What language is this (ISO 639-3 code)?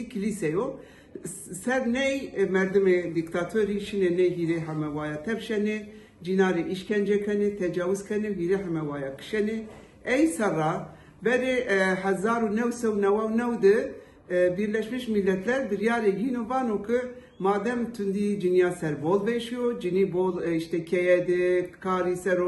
zza